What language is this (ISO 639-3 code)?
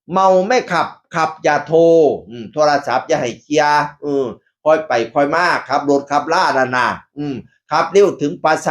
tts